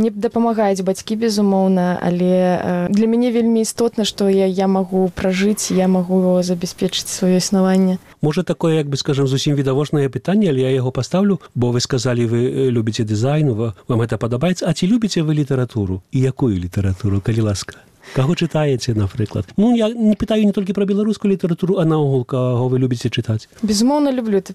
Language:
Belarusian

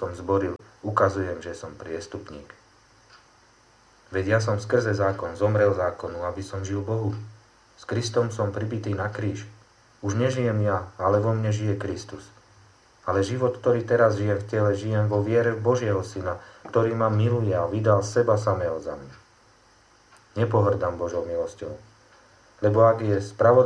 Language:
Slovak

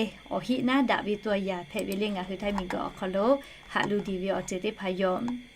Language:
Lahu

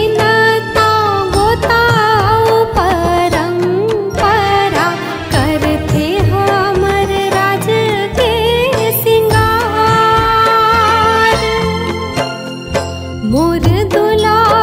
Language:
Chhattisgarhi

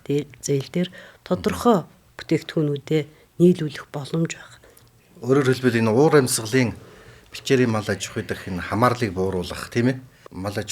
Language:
Mongolian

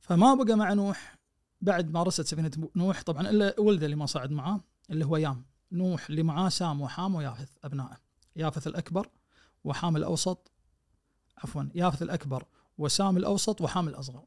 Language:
Najdi Arabic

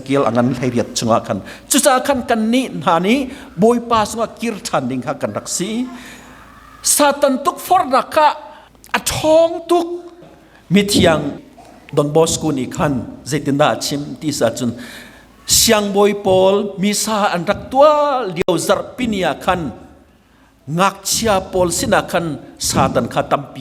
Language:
Hakha Chin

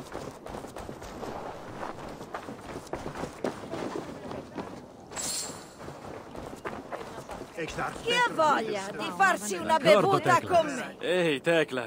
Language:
Italian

